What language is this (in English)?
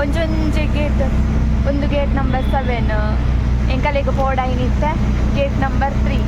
Tulu